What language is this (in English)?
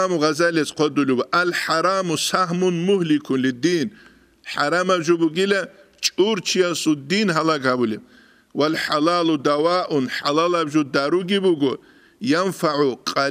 Avaric